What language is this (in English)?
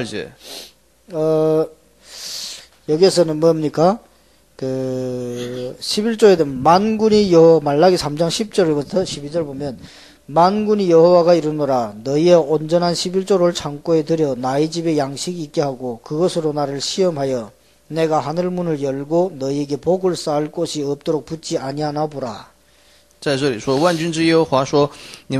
Korean